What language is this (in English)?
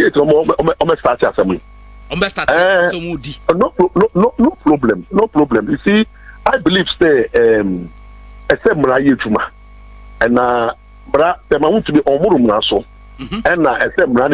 Akan